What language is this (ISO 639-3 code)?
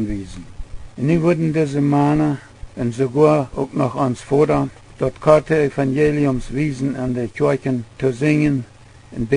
pdt